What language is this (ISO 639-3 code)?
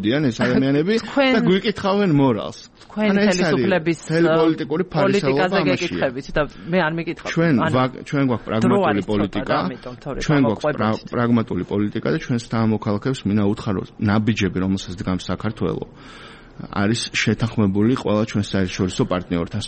kat